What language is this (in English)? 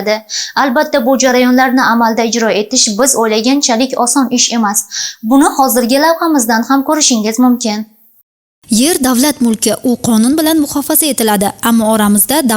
Uzbek